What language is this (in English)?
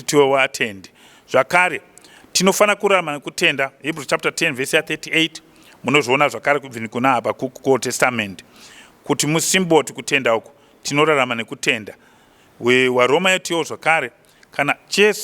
Shona